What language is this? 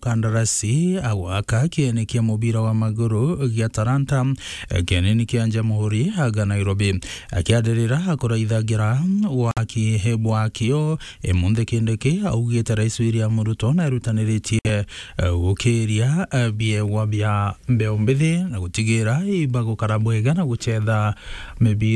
Meru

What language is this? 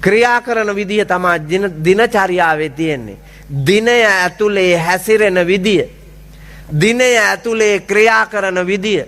Sinhala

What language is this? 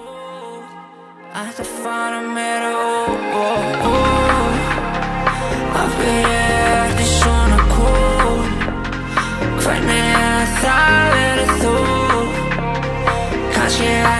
Icelandic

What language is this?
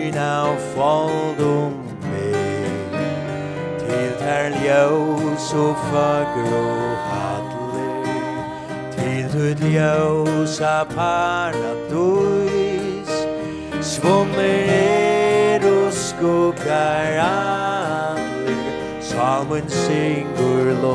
Faroese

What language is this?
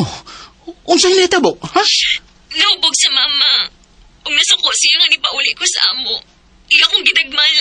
Cebuano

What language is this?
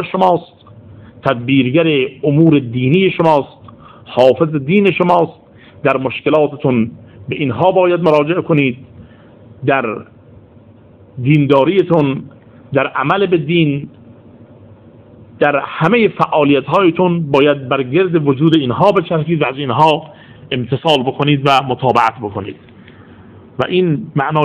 Persian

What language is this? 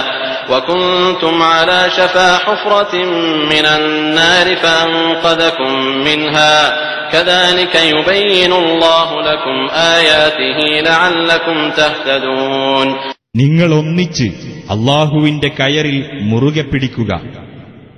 Malayalam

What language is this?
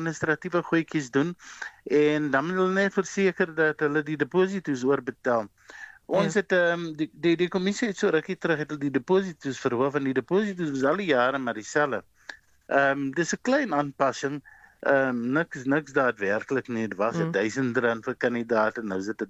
Afrikaans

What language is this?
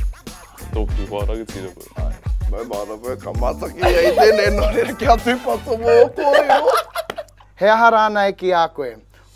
Māori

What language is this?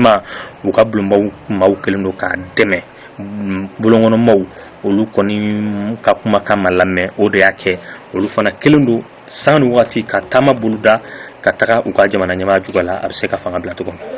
Bambara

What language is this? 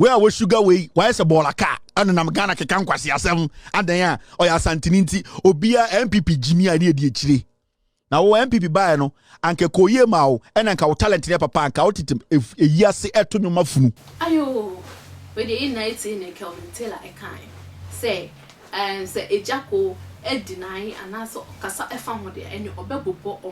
Akan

